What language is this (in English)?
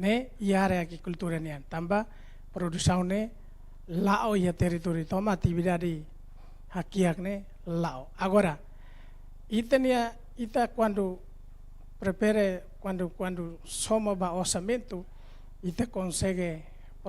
Tetum